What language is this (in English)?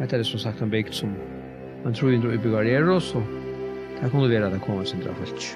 Faroese